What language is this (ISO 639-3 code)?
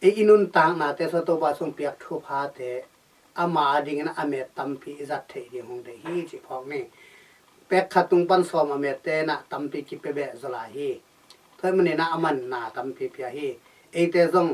ctd